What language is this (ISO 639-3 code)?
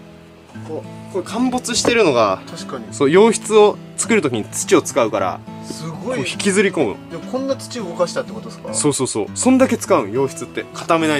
jpn